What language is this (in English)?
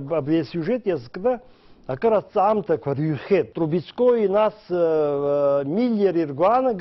Abkhazian